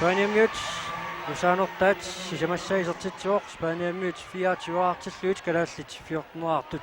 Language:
Kalaallisut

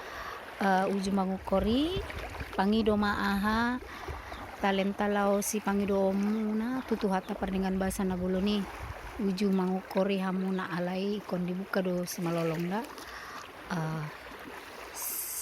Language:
Batak Toba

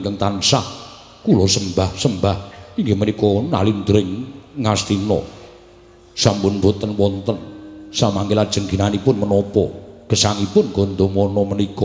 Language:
Javanese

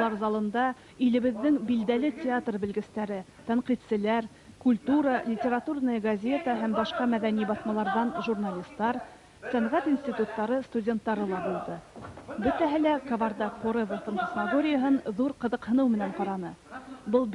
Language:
Bashkir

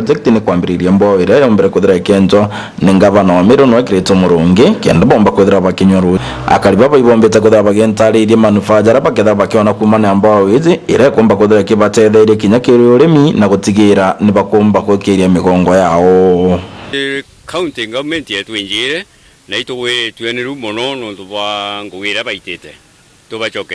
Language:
Meru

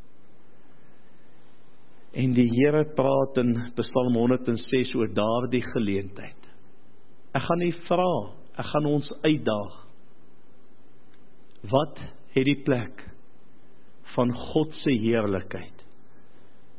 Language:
Afrikaans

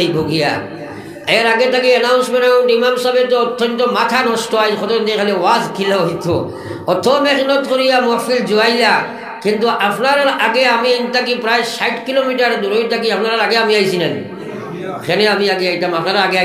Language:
Sylheti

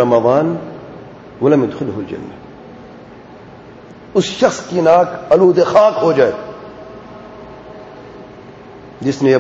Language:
Urdu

